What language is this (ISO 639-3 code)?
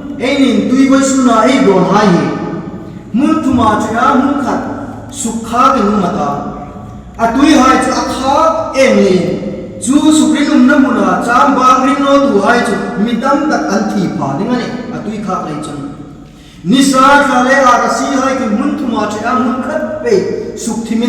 hmr